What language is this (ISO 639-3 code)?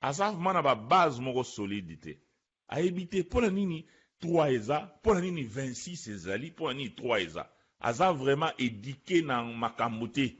lin